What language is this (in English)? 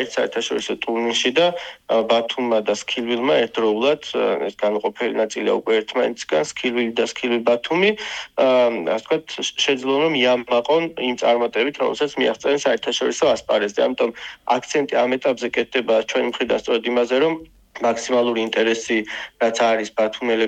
Georgian